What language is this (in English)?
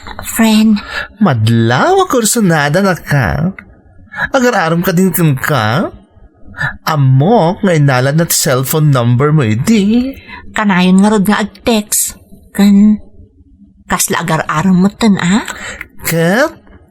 Iloko